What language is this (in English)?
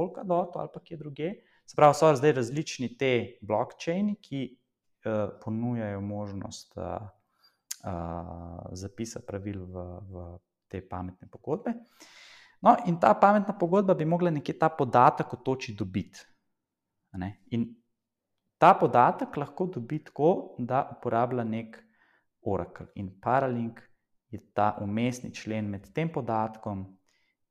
Slovenian